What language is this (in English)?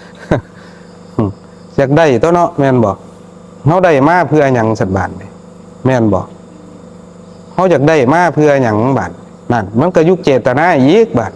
Northeastern Thai